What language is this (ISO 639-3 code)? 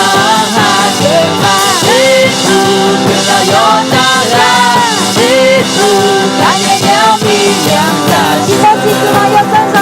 ahk